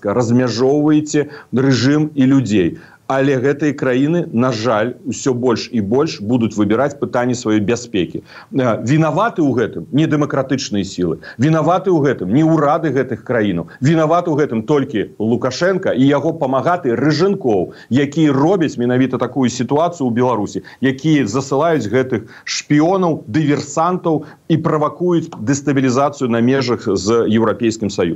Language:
Belarusian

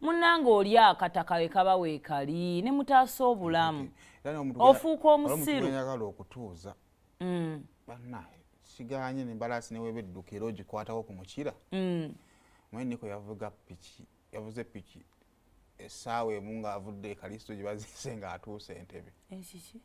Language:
Ganda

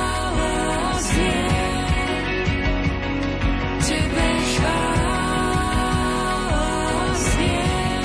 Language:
Slovak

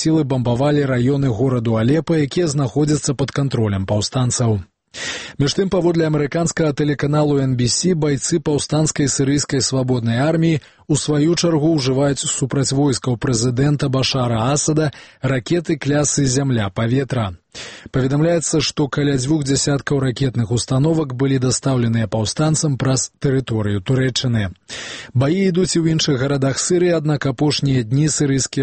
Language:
Belarusian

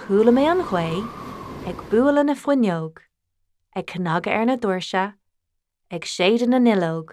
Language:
Irish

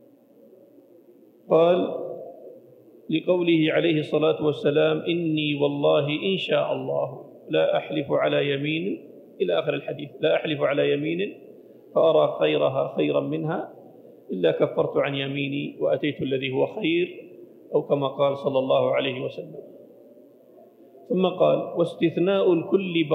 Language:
Arabic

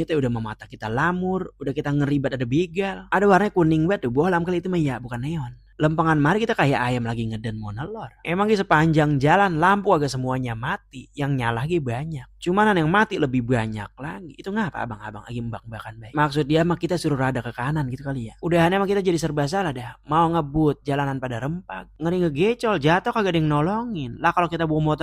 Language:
Betawi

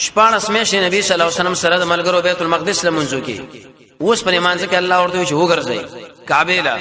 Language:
Pashto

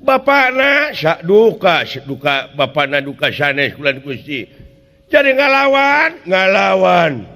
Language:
Sundanese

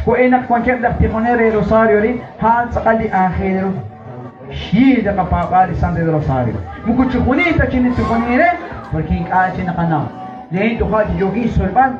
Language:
Kekchí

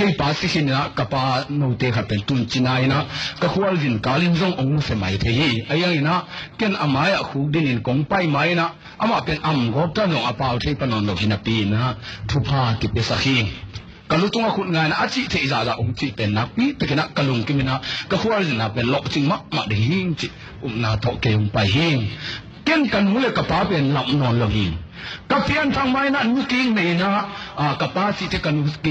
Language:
Tedim Chin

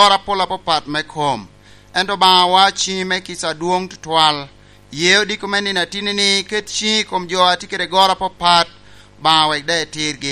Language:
Lango (Uganda)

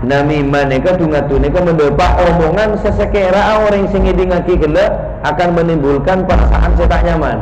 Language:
Madurese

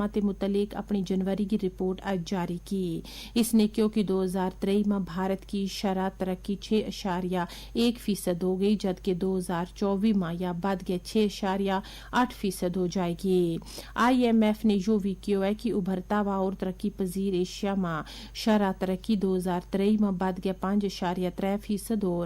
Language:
Gujari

